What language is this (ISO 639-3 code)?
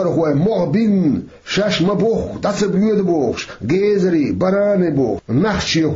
che